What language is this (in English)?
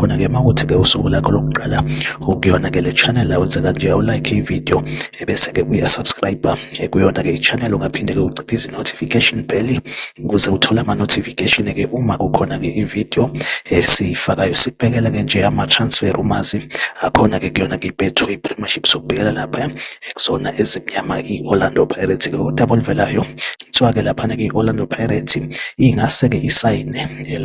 Zulu